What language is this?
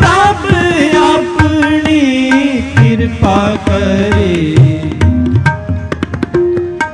Hindi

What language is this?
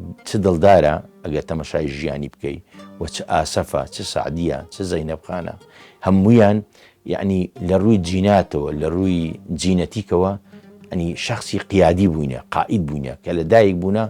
Central Kurdish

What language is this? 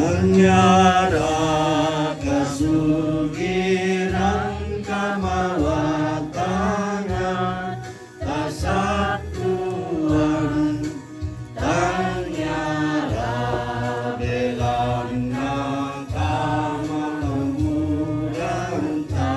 Toraja-Sa'dan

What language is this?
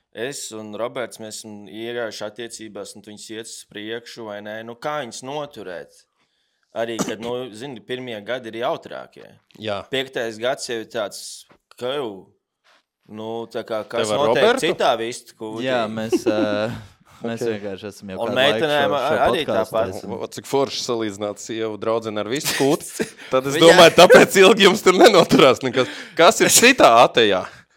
Latvian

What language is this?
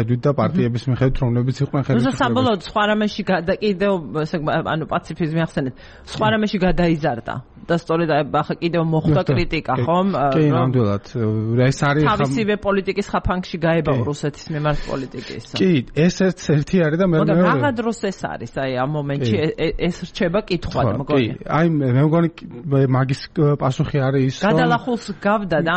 Georgian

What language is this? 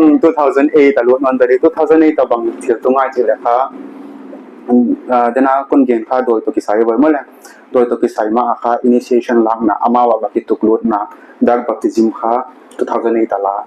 Paite Chin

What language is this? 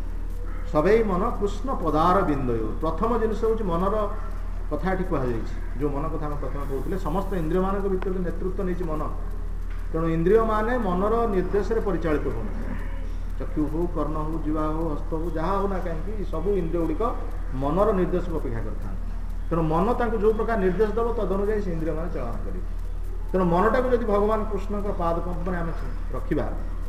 Odia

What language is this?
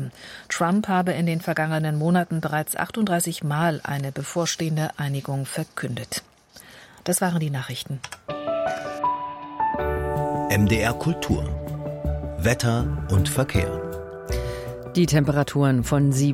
German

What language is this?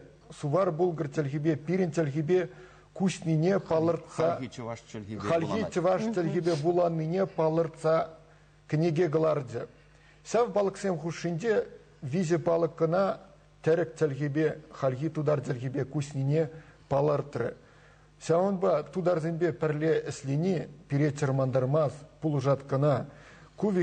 Chuvash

